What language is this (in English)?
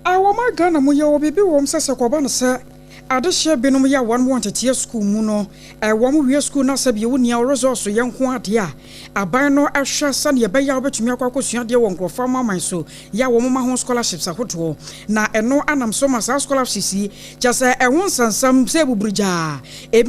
Akan